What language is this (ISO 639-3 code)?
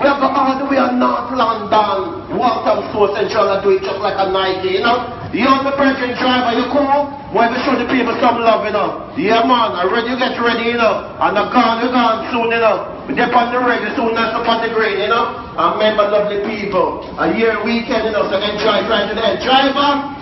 jam